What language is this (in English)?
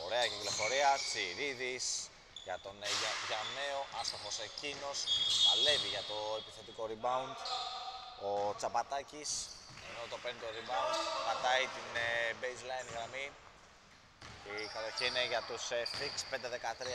Greek